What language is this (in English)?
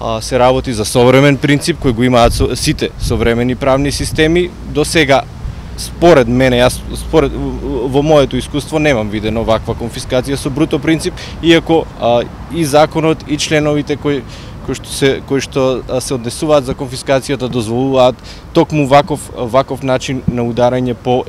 Macedonian